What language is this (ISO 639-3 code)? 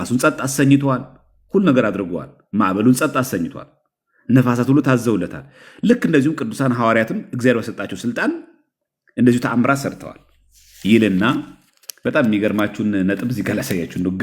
amh